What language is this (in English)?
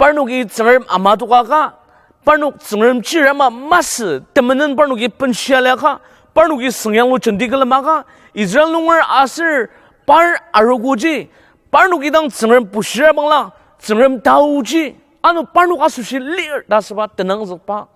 Ao Naga